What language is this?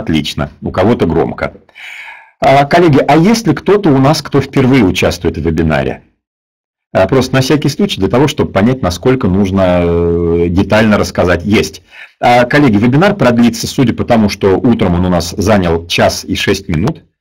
Russian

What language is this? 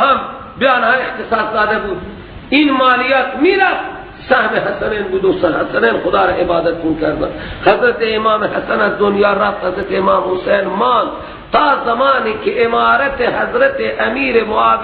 Persian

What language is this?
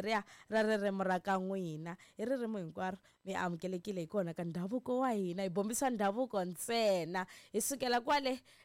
Tsonga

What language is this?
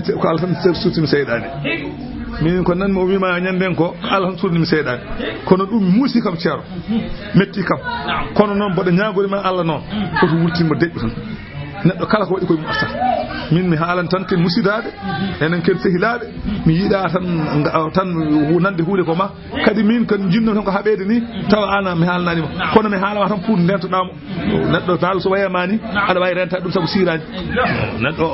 Fula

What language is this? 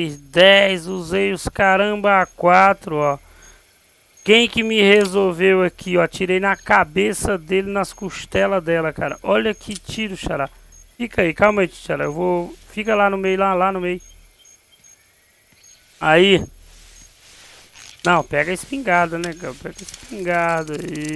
Portuguese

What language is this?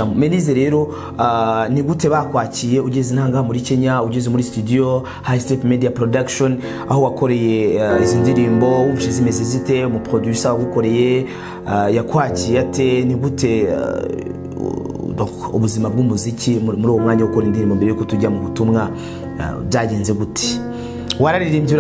Kinyarwanda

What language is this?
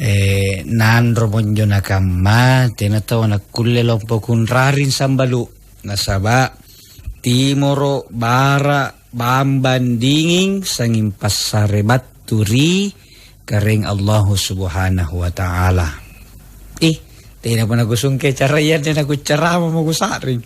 Makasar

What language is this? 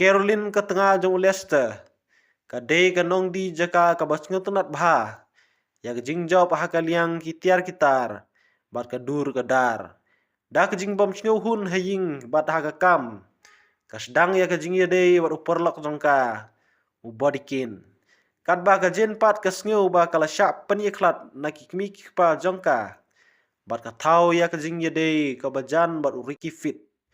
Khasi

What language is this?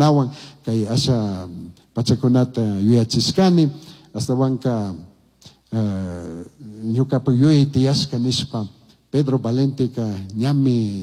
Chimborazo Highland Quichua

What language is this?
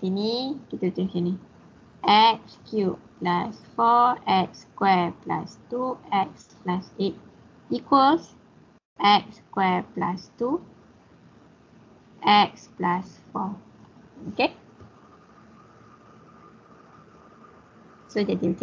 Malay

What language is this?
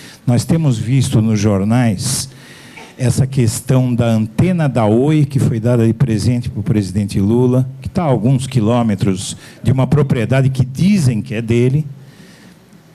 Portuguese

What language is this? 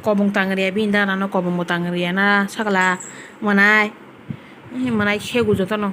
Kok Borok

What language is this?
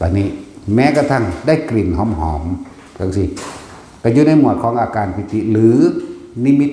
Northeastern Thai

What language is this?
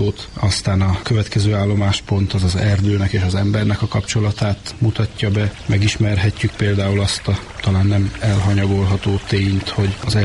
Hungarian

